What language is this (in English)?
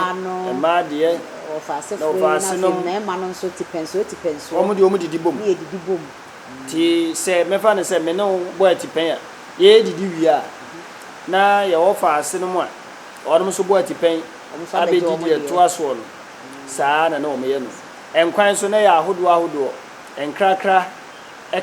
Akan